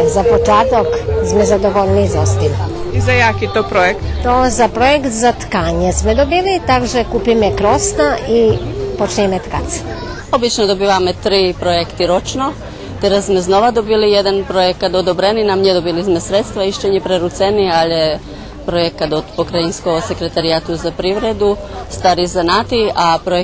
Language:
Rusyn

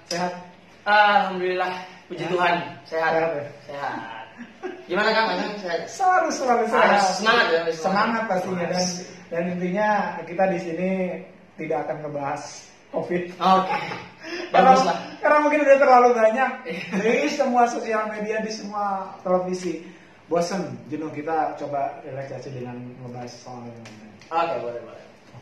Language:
Indonesian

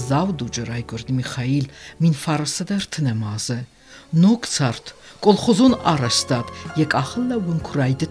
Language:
Ossetic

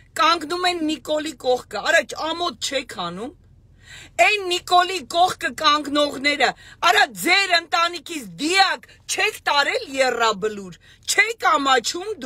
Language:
Armenian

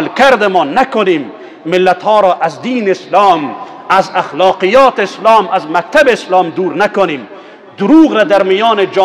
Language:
Persian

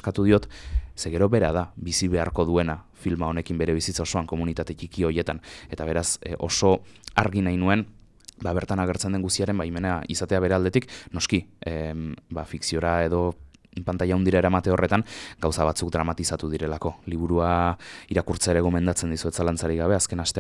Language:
Basque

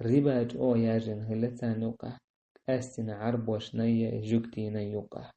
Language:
Chechen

